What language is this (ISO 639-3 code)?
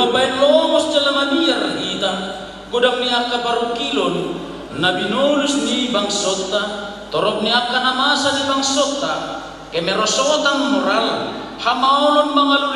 bbc